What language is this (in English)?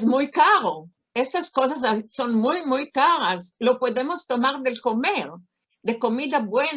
Ladino